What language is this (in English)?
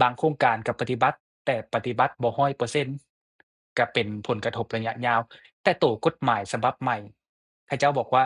Lao